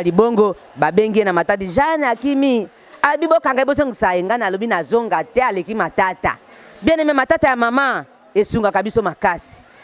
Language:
Lingala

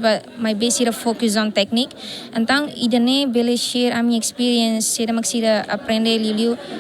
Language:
Tetum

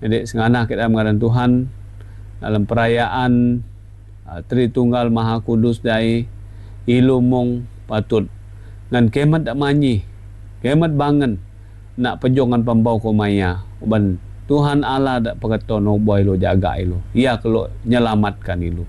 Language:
Iban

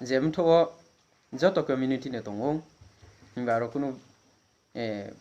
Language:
Riang (India)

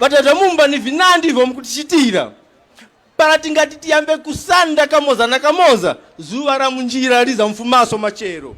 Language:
Tumbuka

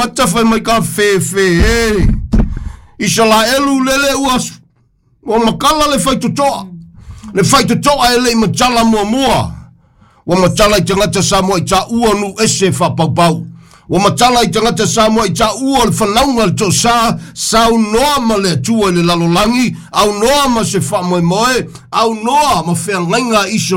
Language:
Samoan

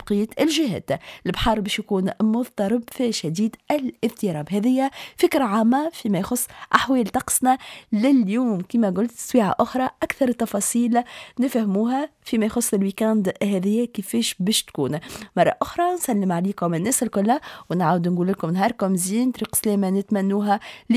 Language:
Tunisian Arabic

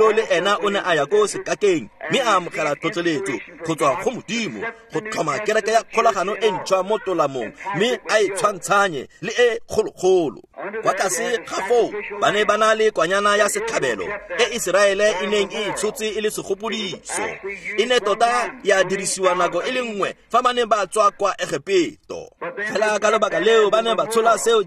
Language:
Tswana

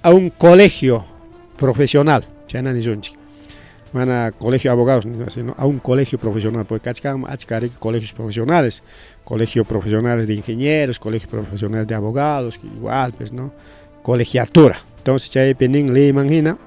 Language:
Ayacucho Quechua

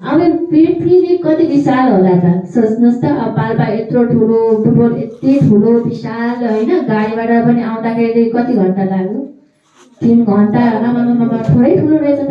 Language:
Nepali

